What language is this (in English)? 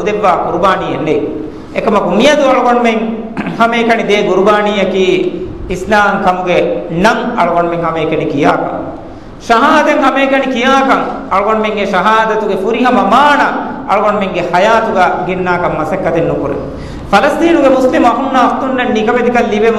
Divehi